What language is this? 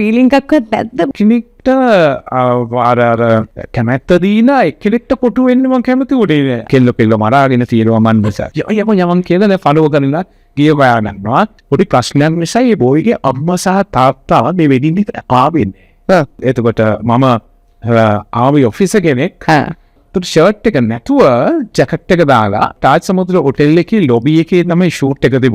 Sinhala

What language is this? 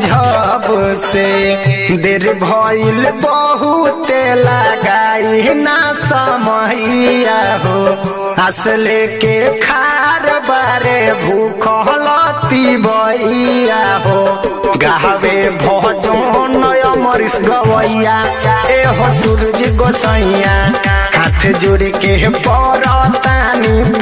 Bhojpuri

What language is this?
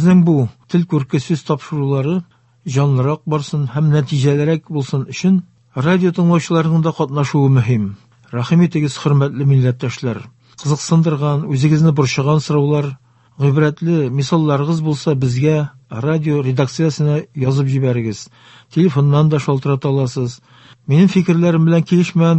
Tatar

